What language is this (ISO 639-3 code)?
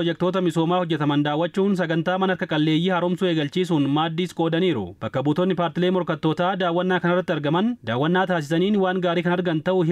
orm